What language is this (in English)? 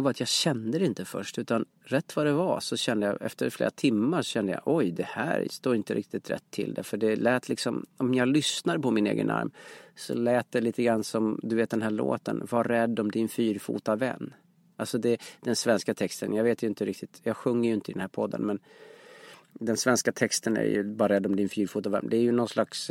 Swedish